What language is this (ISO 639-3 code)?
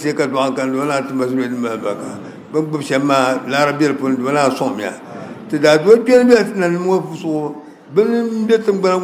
dag